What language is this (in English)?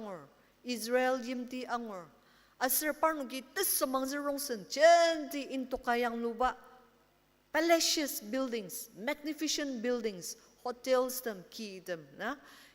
Ao Naga